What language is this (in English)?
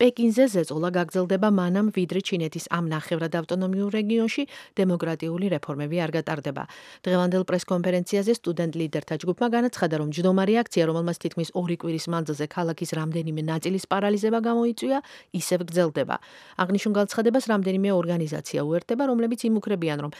Georgian